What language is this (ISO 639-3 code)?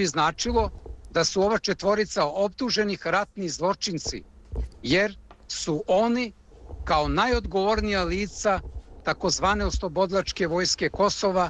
srp